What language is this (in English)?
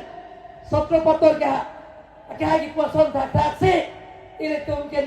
Karbi